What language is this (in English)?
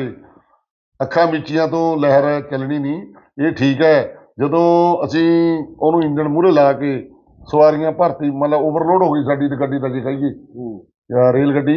Punjabi